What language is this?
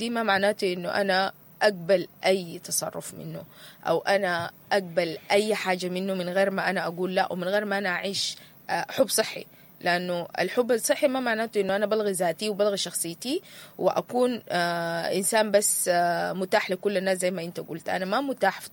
Sudanese Arabic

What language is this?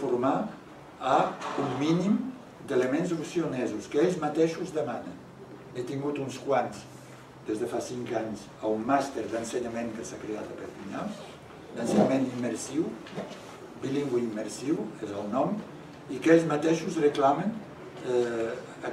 Catalan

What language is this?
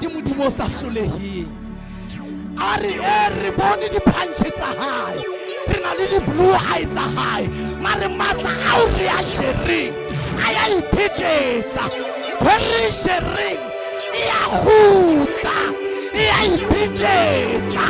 Southern Sotho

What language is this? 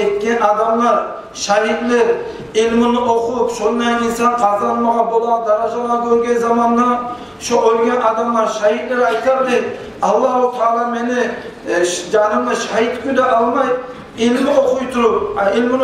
Kumyk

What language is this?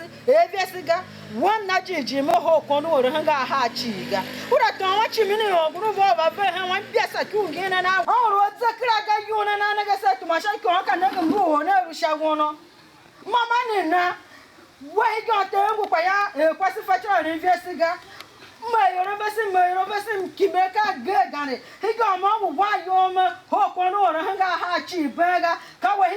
Tiv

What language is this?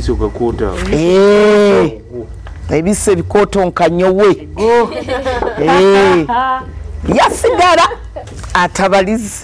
Nyoro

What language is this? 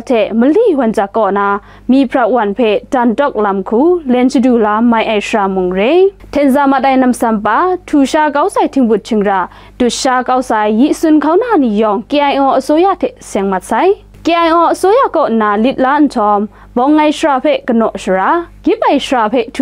Kachin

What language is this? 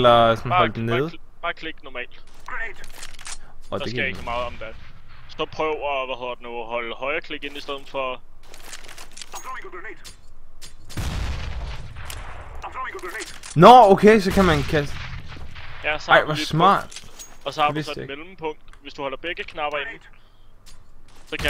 Danish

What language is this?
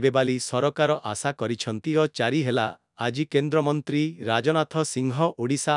Odia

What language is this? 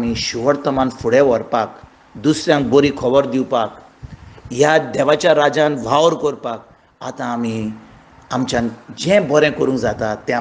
Konkani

